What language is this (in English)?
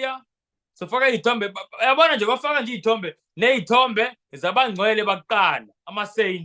Zulu